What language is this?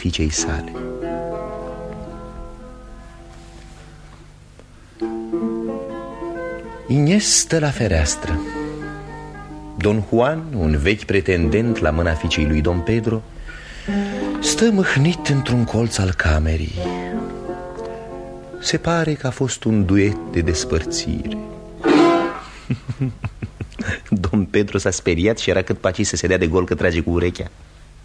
Romanian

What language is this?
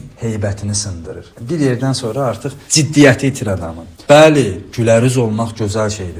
Azerbaijani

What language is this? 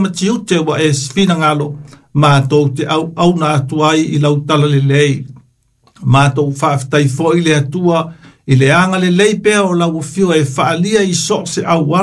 Samoan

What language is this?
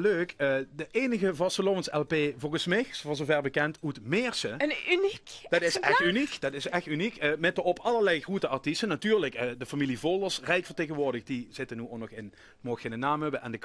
Limburgish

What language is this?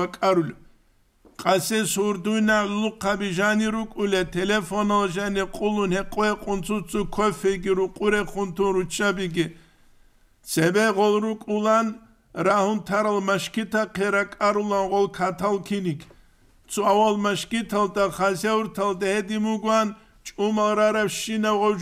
Avaric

